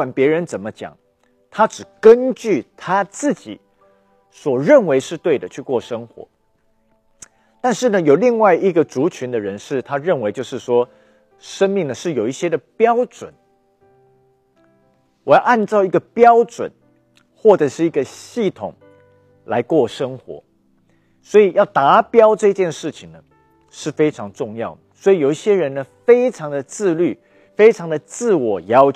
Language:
Chinese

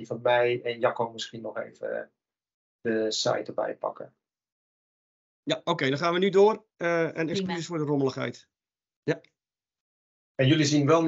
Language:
Dutch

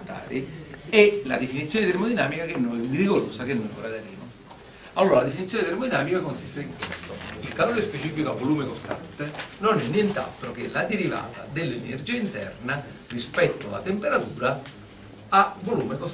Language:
Italian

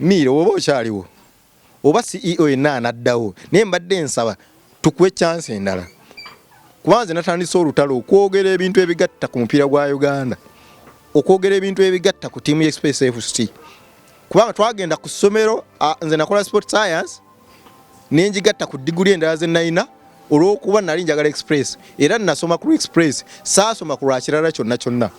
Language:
Ganda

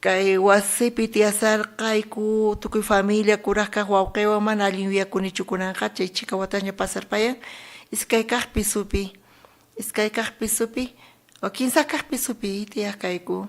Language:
South Bolivian Quechua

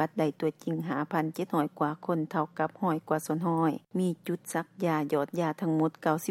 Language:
Lao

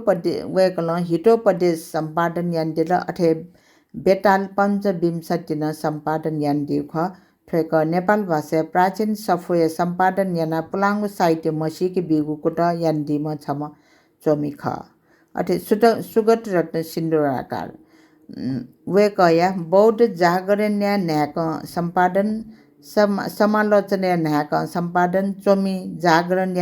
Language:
Newari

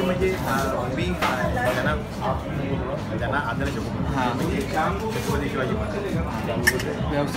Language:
Marathi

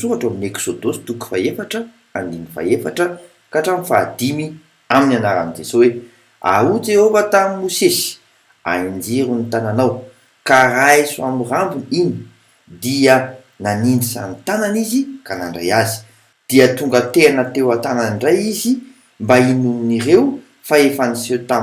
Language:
Malagasy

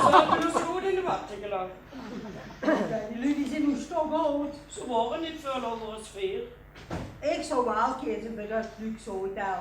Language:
Limburgish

